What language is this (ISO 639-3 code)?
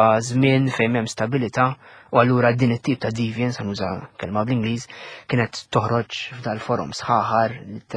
mlt